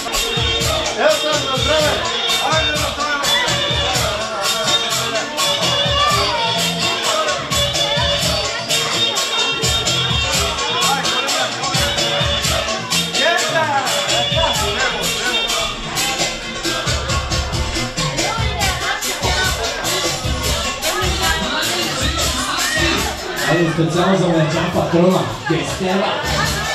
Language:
Bulgarian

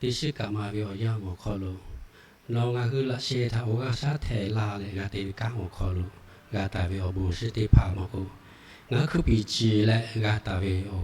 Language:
Lahu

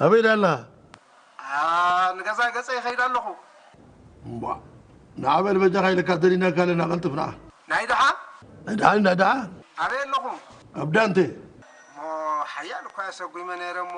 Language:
Tigrinya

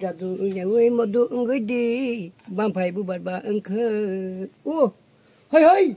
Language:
Kok Borok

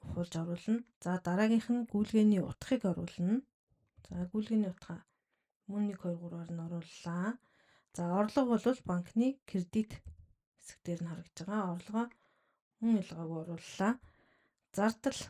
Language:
Mongolian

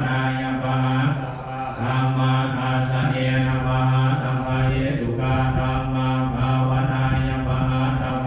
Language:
Pali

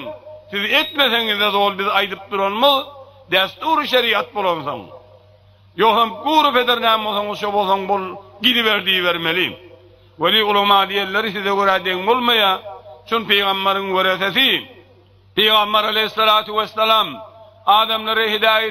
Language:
Turkmen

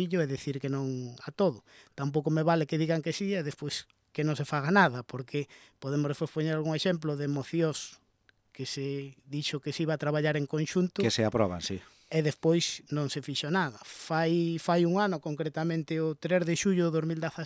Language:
Galician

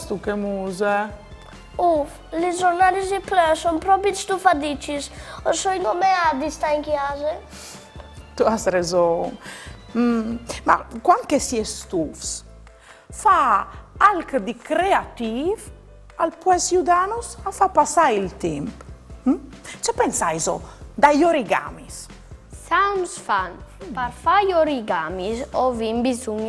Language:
Friulian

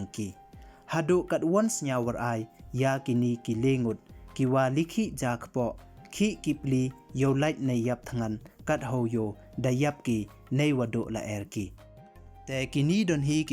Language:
Pnar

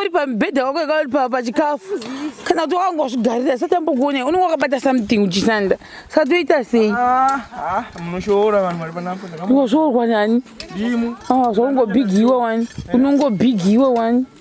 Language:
Shona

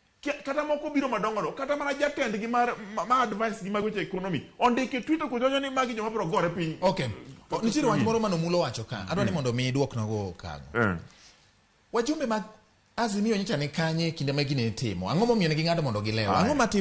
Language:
Luo (Kenya and Tanzania)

